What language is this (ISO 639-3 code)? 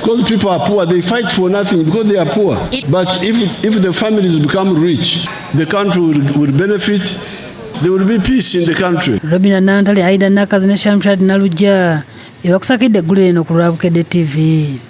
lug